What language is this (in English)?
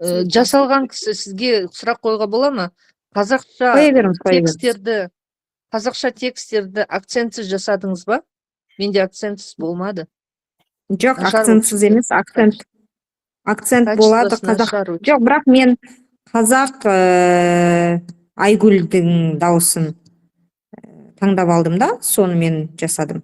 Kazakh